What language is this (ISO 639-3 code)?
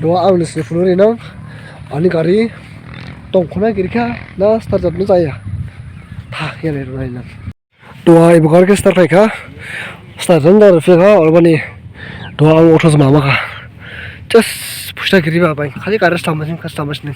dis